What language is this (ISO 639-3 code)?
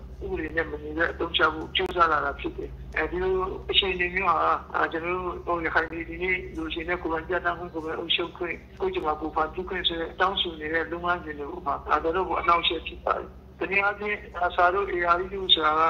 rhg